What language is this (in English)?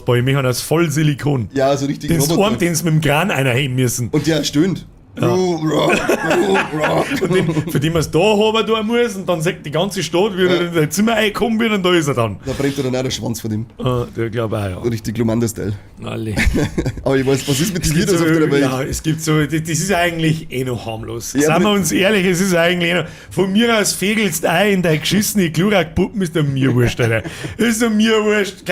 Bavarian